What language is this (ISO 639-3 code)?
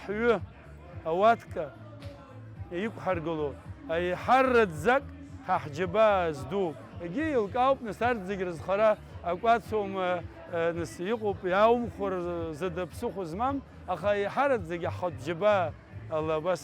abk